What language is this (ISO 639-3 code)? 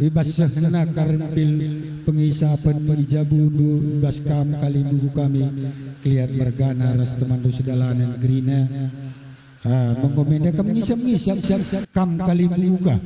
btx